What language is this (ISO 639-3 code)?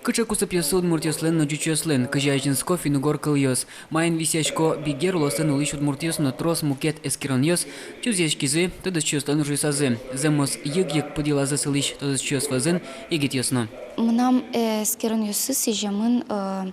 udm